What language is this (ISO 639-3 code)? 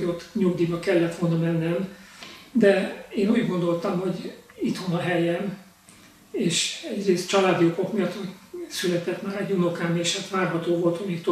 hun